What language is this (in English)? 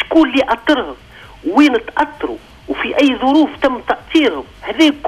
Tunisian Arabic